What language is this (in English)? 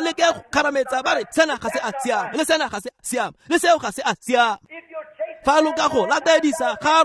Tswana